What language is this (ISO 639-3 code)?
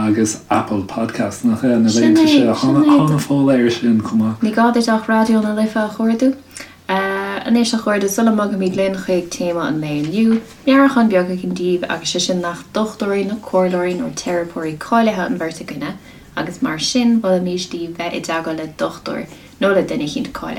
gle